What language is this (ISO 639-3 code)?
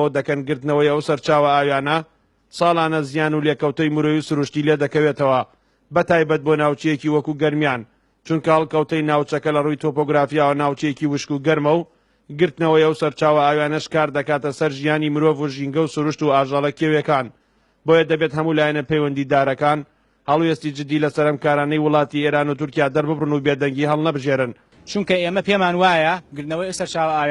ckb